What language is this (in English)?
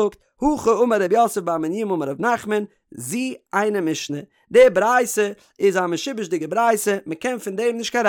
Yiddish